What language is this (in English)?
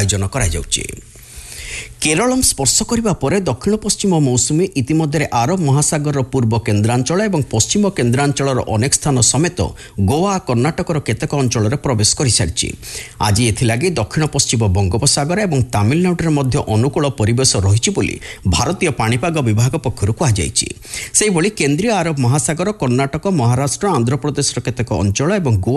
Odia